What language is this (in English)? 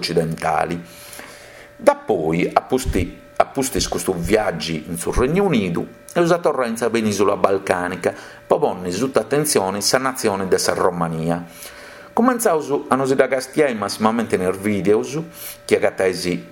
Sardinian